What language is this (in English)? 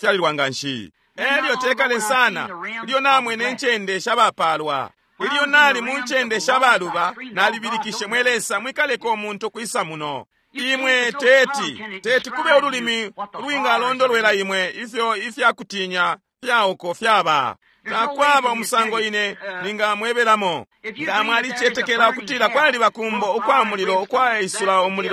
Bemba